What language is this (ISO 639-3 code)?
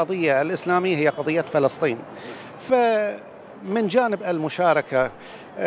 ara